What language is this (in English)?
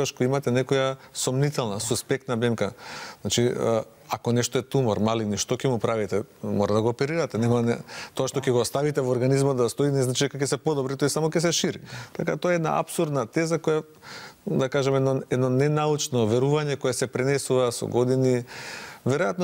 Macedonian